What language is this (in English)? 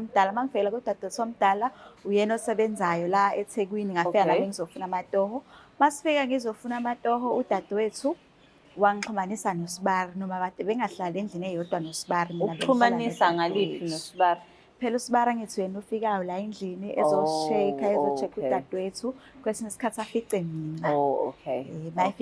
Zulu